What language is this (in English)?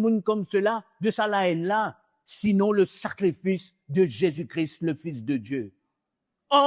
Morisyen